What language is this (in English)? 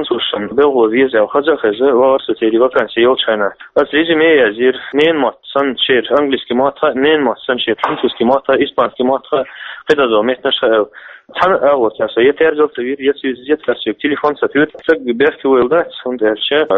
Chechen